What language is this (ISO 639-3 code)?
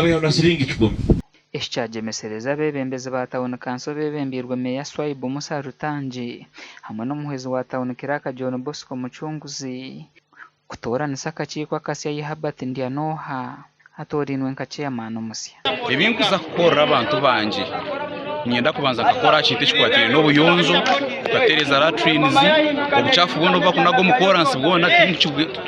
nyn